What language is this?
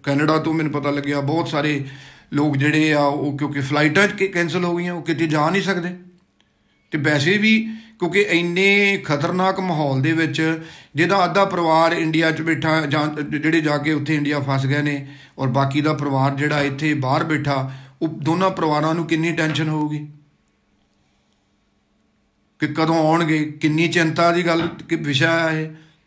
Punjabi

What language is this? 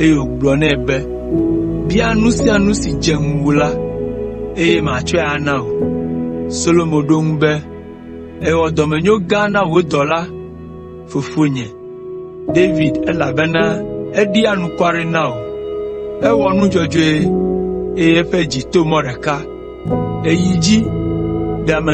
Ewe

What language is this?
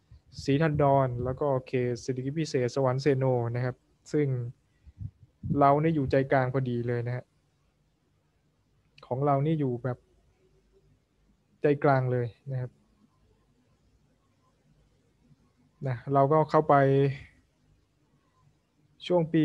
Thai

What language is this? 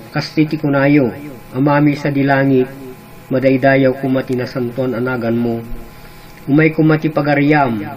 Iloko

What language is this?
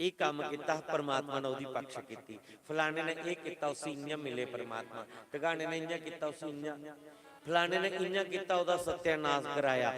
Dogri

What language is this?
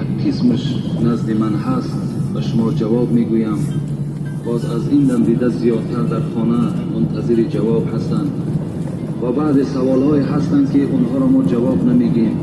Tajik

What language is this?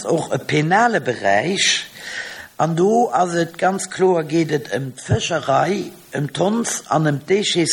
Luxembourgish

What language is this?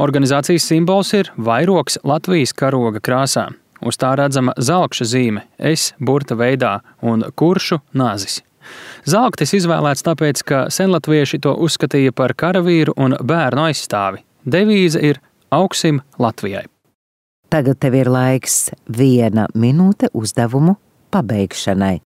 Latvian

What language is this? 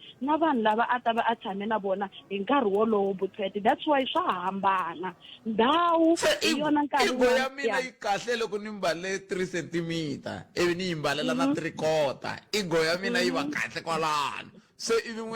Tsonga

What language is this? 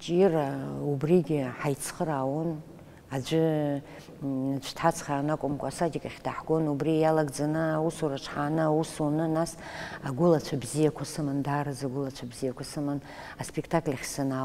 Abkhazian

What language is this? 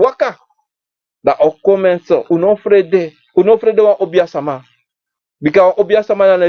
Sranan Tongo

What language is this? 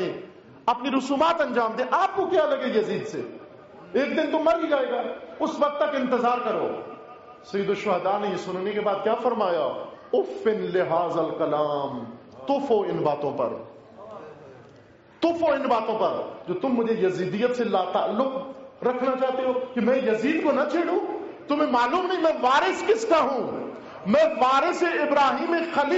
Urdu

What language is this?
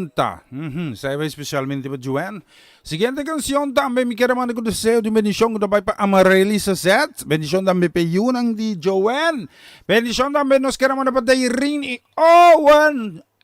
Papiamento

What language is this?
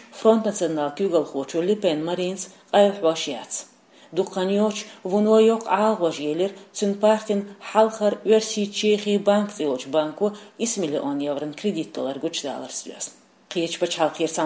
Chechen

